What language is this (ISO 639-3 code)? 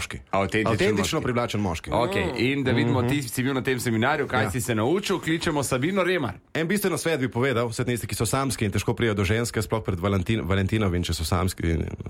slv